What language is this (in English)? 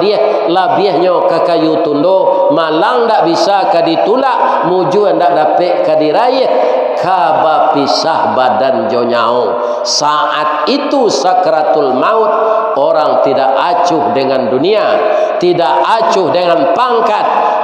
Minangkabau